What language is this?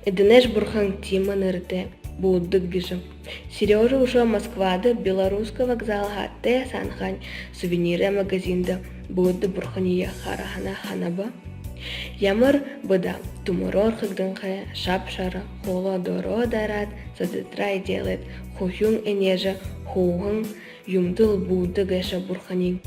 Buriat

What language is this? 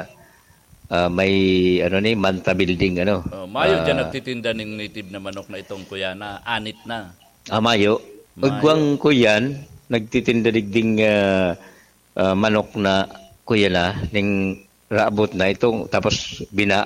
Bikol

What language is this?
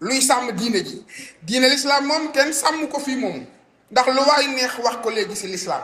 Wolof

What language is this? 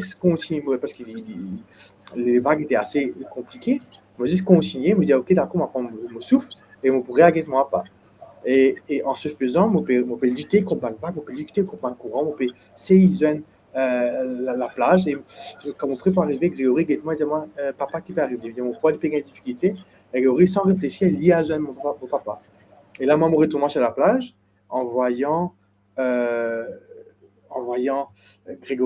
Morisyen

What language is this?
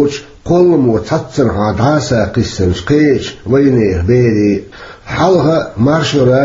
Chechen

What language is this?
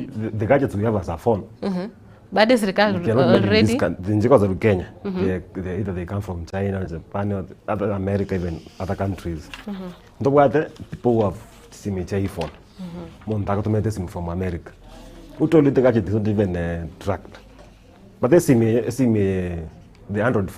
Gusii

